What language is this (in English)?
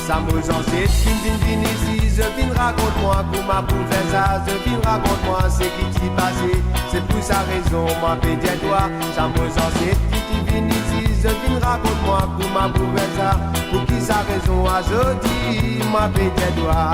Morisyen